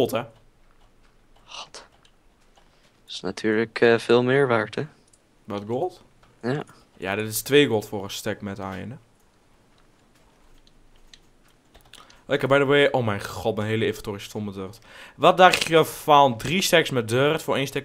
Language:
Dutch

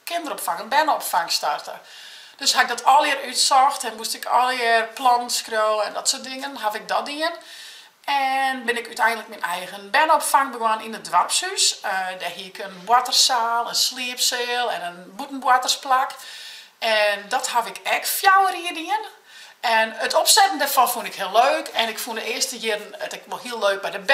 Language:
Western Frisian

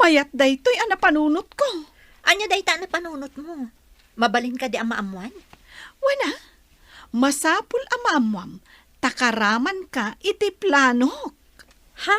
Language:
Iloko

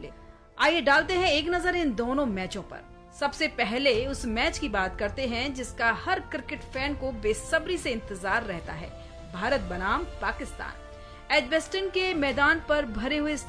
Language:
Hindi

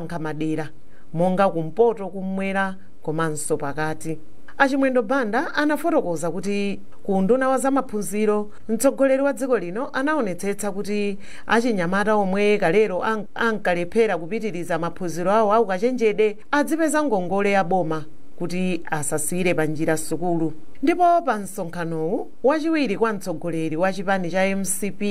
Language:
Nyanja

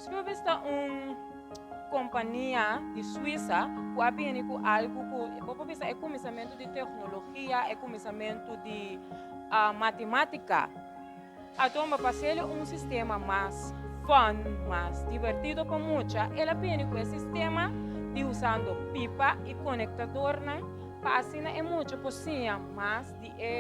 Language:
Papiamento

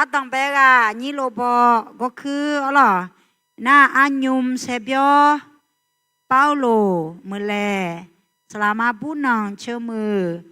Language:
Akha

